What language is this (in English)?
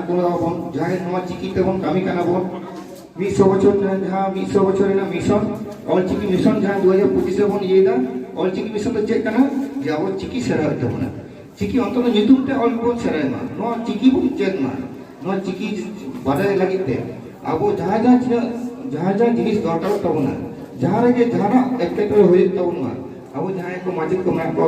Santali